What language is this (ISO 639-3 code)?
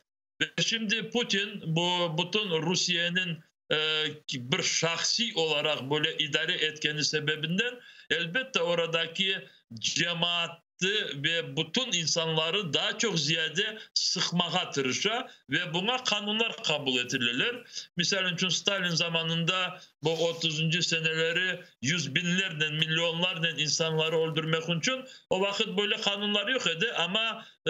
crh